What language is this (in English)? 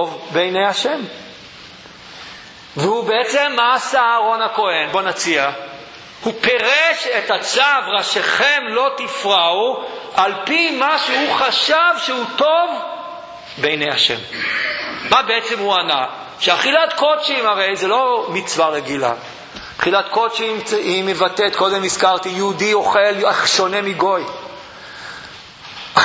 Hebrew